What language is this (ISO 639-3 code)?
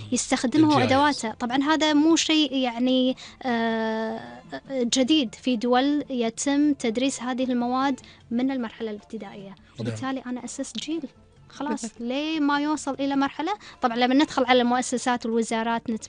afb